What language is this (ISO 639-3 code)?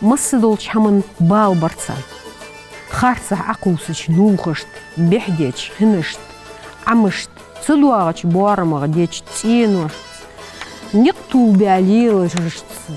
inh